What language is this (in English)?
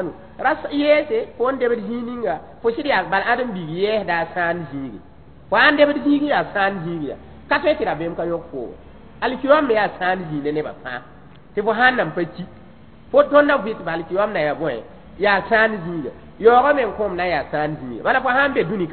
Mossi